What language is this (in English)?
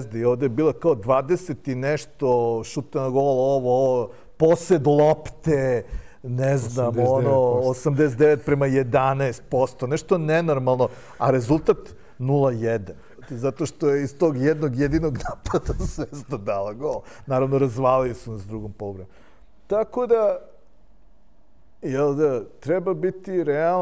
Serbian